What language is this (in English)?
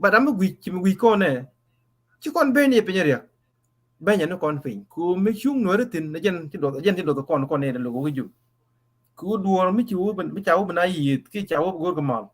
Nuer